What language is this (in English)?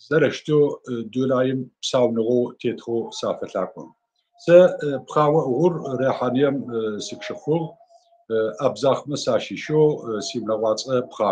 Adyghe